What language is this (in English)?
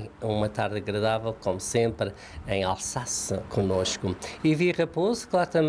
Portuguese